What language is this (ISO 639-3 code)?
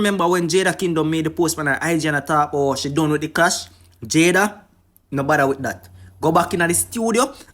jam